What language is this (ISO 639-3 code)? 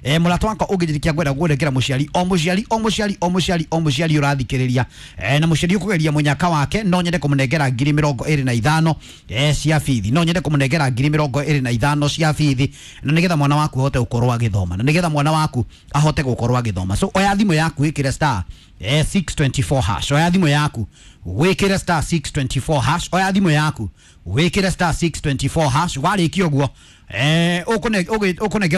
kik